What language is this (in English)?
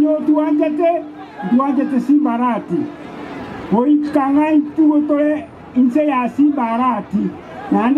Gusii